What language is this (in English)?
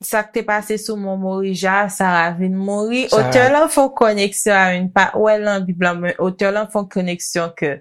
Haitian Creole